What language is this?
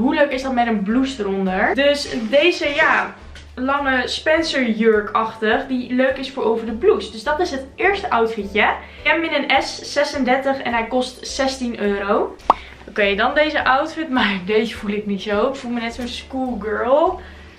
Dutch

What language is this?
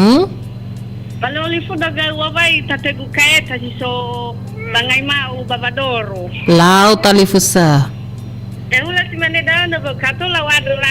Nias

